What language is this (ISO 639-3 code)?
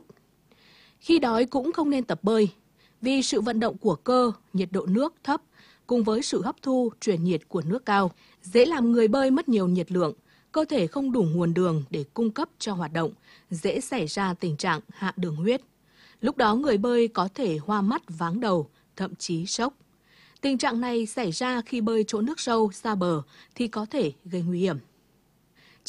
vie